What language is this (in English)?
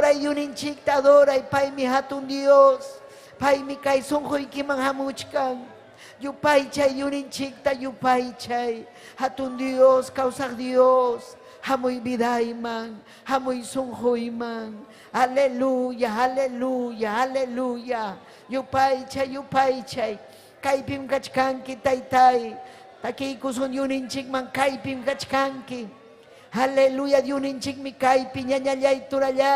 Ayacucho Quechua